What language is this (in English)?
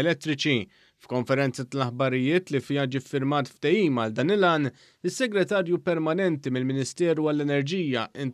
Maltese